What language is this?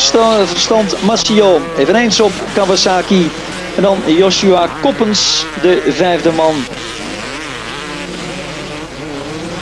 Dutch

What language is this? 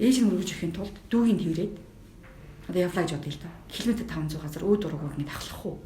Mongolian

